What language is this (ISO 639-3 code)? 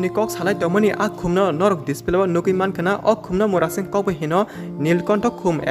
trp